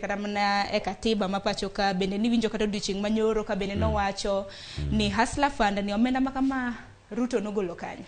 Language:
Luo (Kenya and Tanzania)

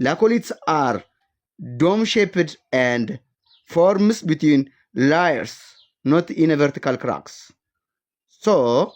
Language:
English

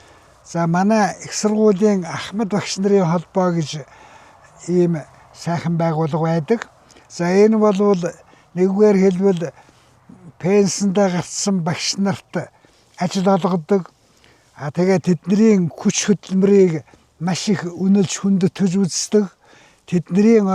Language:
Mongolian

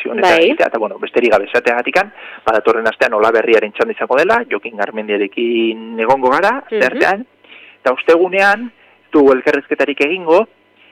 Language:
Basque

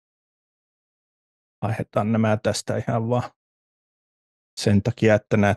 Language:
Finnish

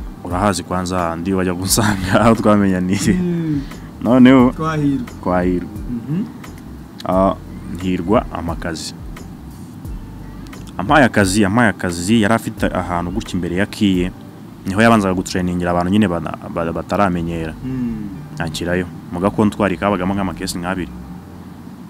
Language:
Kinyarwanda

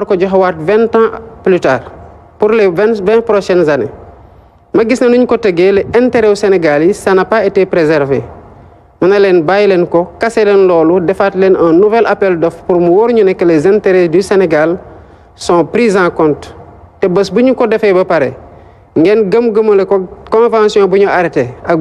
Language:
Wolof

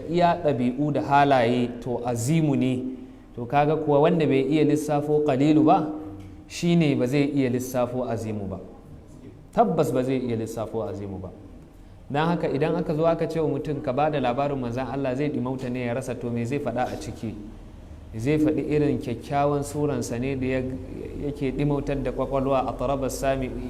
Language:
Hausa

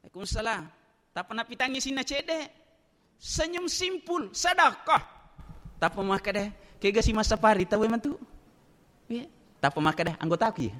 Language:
Buginese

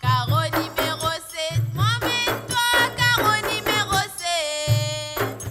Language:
Morisyen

